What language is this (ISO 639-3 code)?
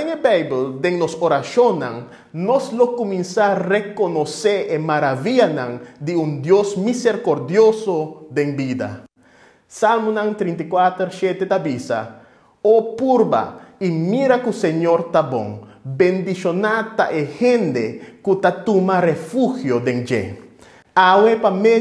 pap